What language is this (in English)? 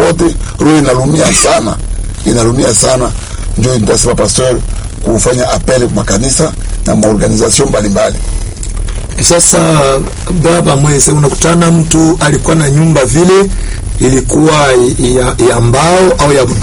Swahili